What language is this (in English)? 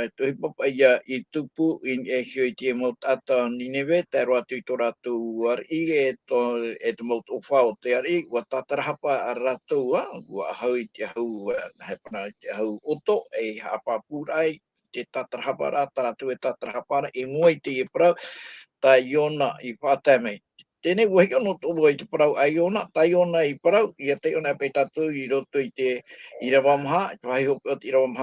Tahitian